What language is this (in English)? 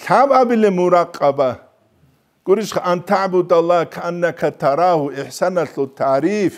Avaric